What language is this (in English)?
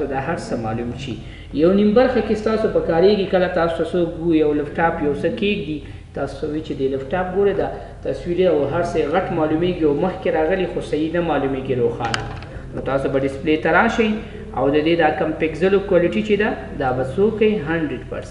Pashto